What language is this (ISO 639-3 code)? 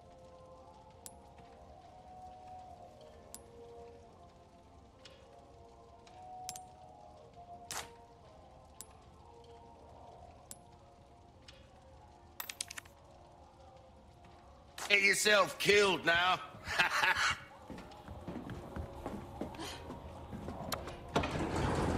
eng